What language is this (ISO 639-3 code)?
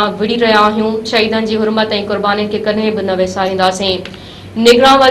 snd